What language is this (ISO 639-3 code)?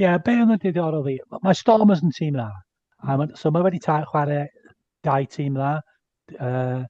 cym